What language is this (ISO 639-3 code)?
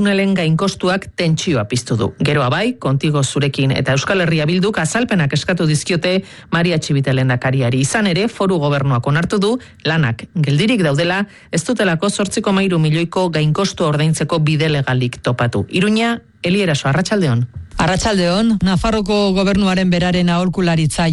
eus